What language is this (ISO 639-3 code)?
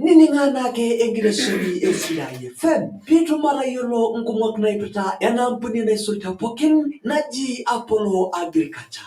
mas